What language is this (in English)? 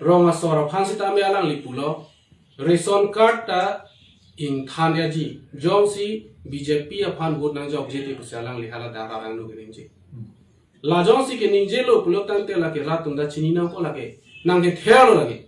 Karbi